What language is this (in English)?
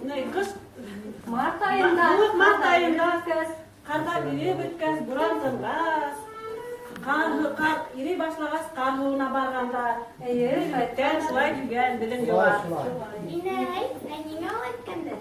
Bashkir